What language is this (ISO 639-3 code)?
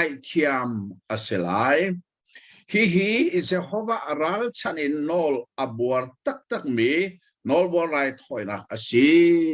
cnh